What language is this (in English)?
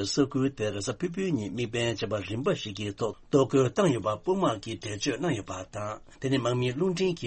Tibetan